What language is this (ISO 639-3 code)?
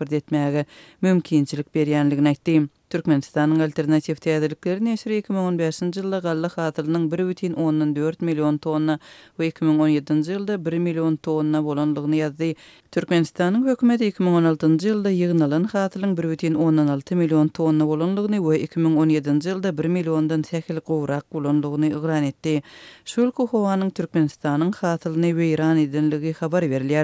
tuk